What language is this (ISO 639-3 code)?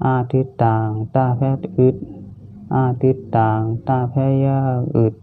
shn